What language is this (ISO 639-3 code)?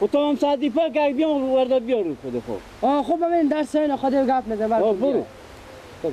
fas